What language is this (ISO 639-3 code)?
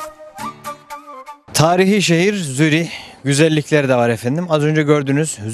tur